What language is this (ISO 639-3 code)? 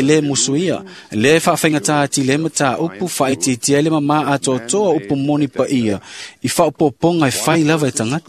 smo